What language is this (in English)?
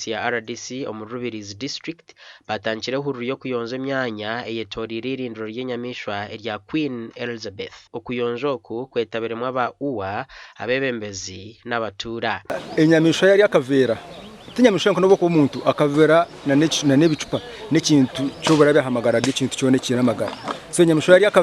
Nyankole